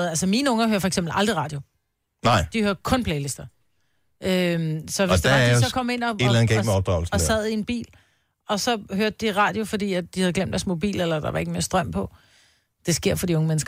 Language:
Danish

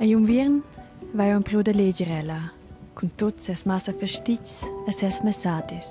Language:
Romansh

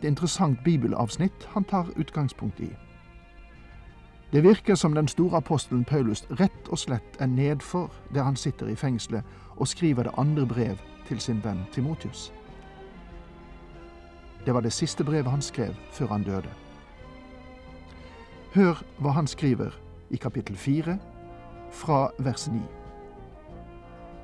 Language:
Norwegian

